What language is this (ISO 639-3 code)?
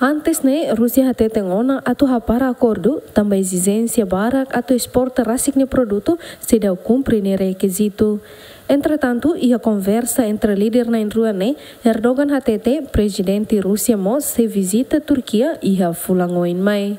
tet